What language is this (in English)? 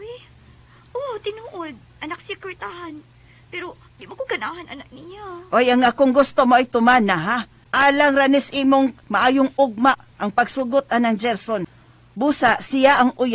Cebuano